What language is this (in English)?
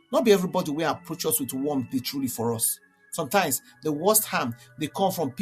Nigerian Pidgin